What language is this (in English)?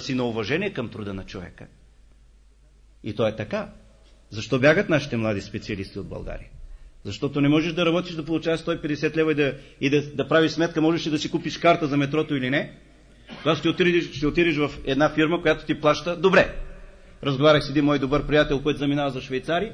Bulgarian